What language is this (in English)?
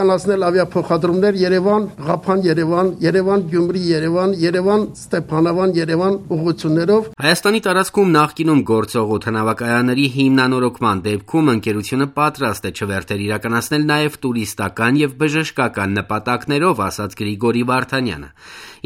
Armenian